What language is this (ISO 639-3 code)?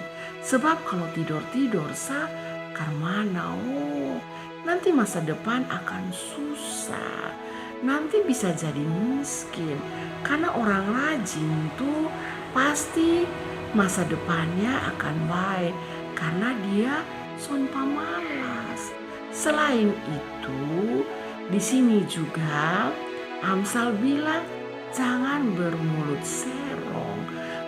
mkn